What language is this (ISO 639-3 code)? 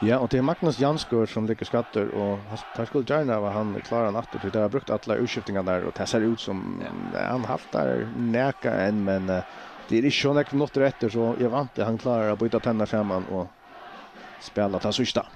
fao